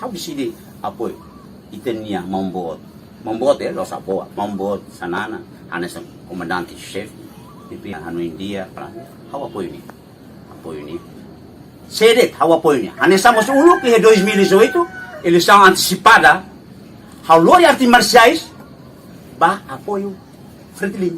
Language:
Tetum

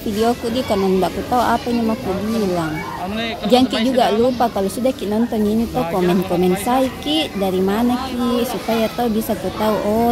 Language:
Makassar Malay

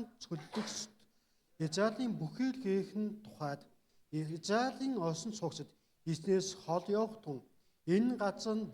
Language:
Mongolian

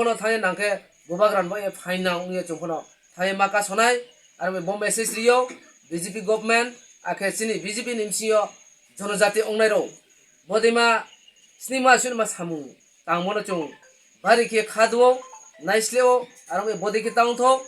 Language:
Riang (India)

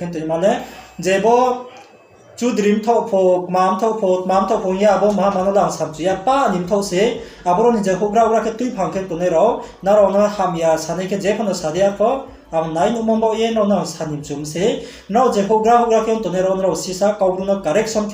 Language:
Riang (India)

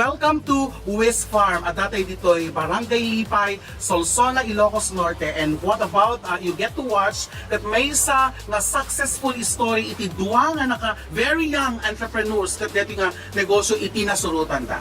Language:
Iloko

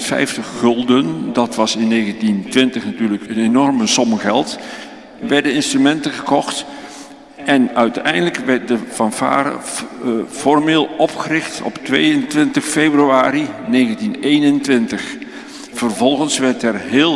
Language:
Dutch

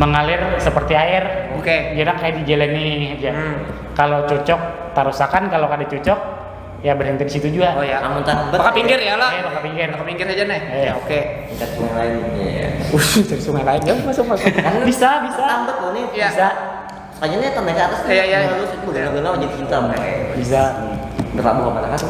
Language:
Banjar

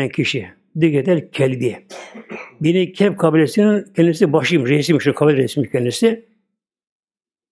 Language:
Turkish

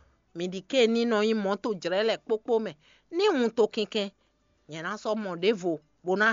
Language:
Fon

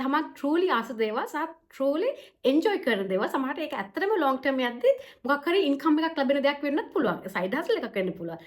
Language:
Sinhala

